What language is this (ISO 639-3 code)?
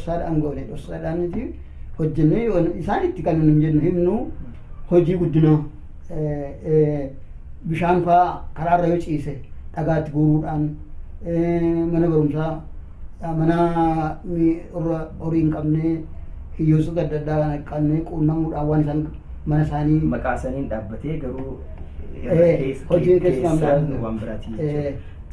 orm